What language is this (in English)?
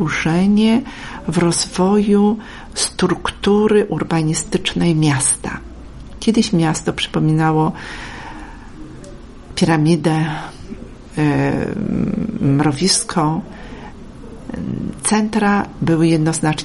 Polish